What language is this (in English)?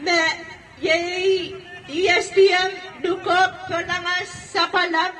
Pohnpeian